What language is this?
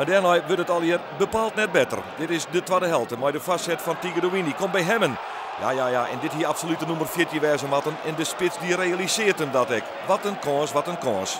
Western Frisian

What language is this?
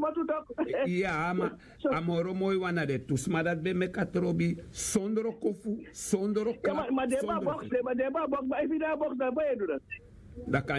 Sranan Tongo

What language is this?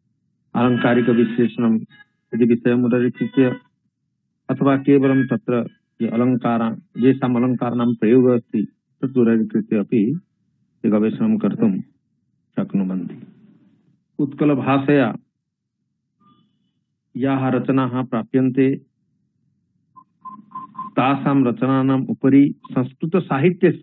Sanskrit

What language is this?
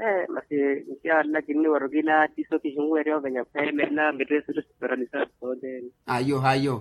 Makhuwa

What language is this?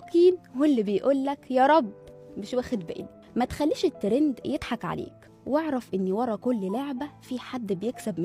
Egyptian Arabic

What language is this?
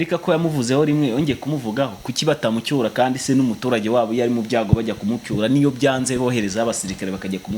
Kinyarwanda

